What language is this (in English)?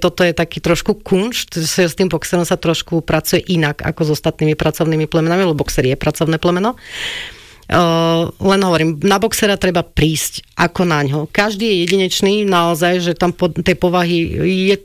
Slovak